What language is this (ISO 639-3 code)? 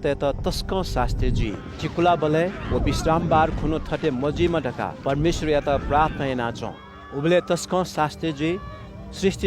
new